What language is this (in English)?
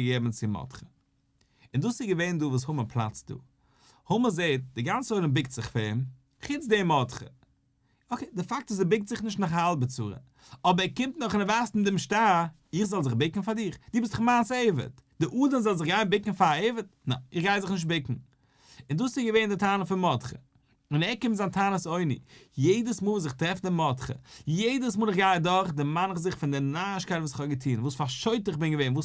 Yiddish